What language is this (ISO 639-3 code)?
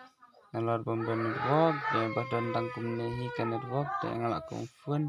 kha